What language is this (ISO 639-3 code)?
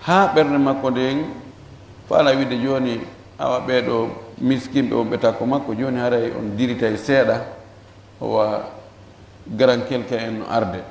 ful